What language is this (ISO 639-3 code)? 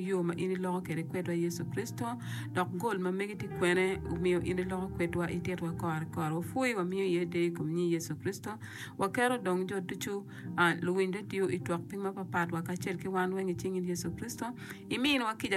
ach